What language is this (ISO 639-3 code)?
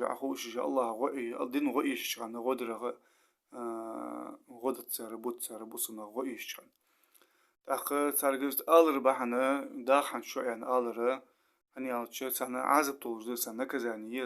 inh